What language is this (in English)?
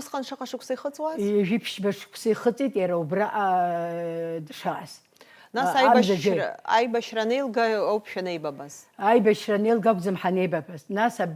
Abkhazian